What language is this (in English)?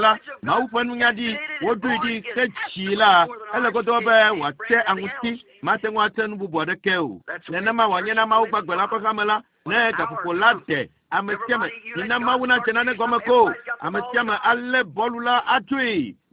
Ewe